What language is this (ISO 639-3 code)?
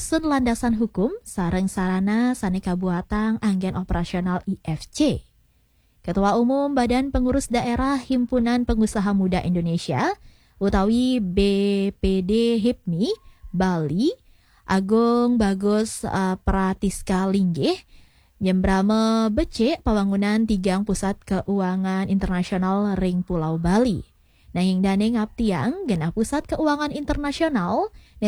ban